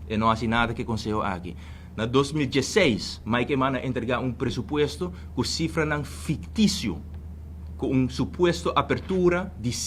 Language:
Papiamento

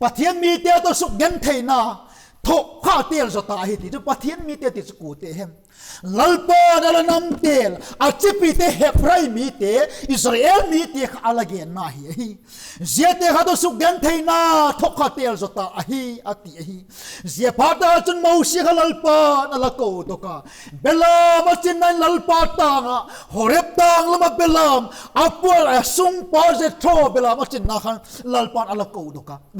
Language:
Vaiphei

